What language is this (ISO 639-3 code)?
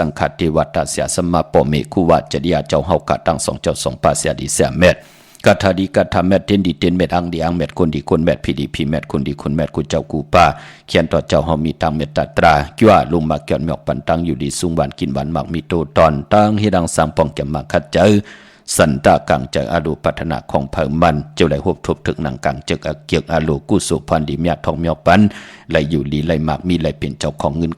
shn